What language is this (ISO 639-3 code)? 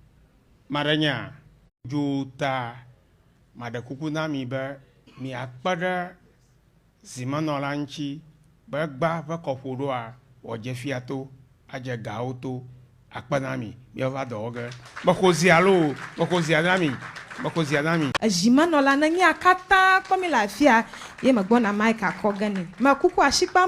ewe